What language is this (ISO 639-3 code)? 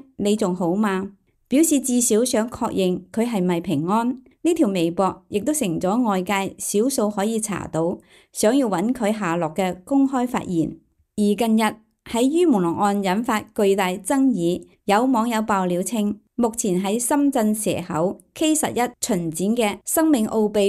yue